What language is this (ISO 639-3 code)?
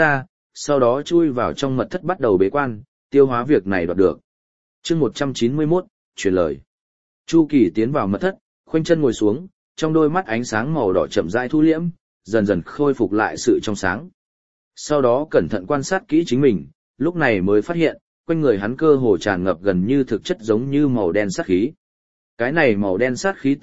vie